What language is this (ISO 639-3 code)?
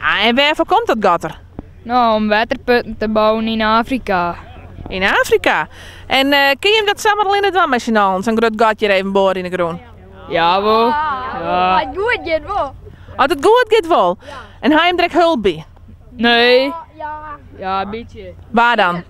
fry